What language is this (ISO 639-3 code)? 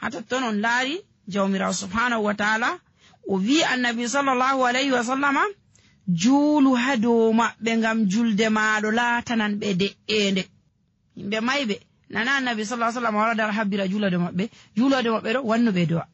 fuv